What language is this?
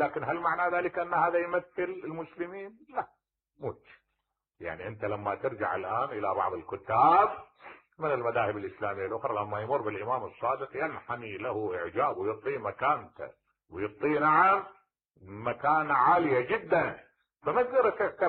Mesopotamian Arabic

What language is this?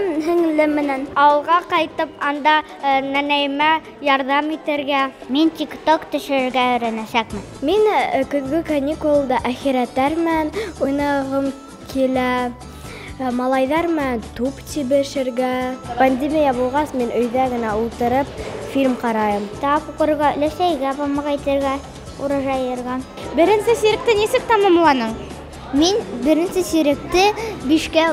Bashkir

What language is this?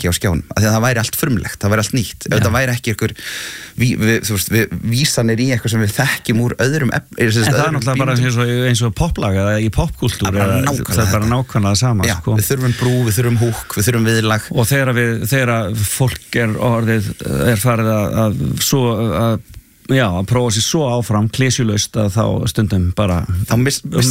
Icelandic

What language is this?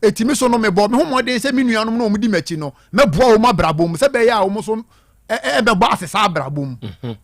Akan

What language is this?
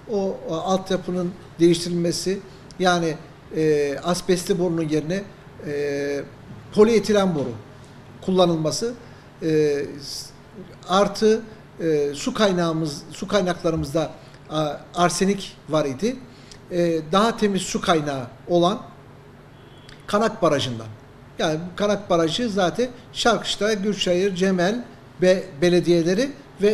Turkish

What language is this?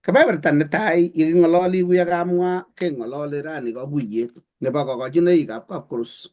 Kalenjin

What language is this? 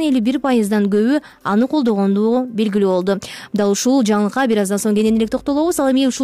Kyrgyz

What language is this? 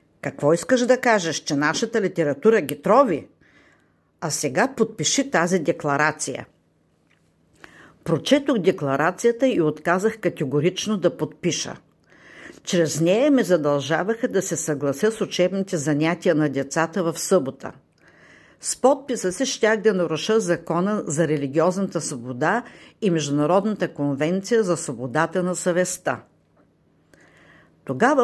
Bulgarian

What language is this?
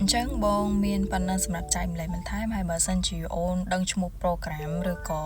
Khmer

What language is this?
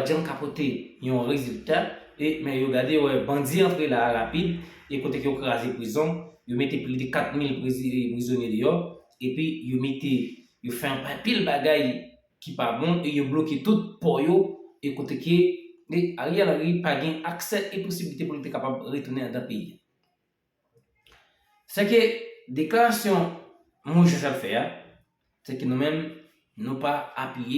Haitian Creole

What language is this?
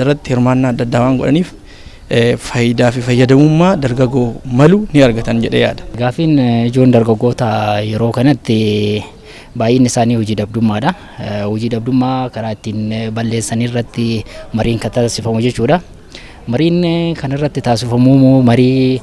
Oromo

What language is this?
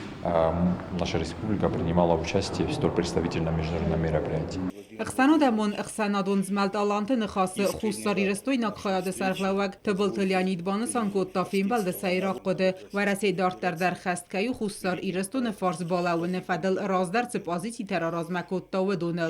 Ossetic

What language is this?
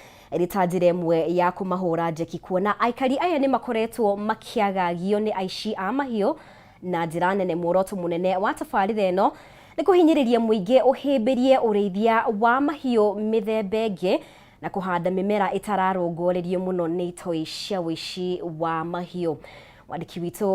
Kikuyu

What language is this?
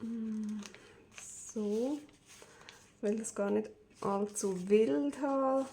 Swiss German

